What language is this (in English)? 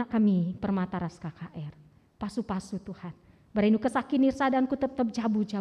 Batak Karo